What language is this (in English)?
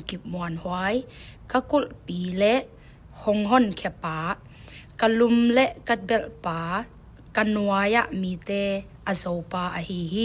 Tedim Chin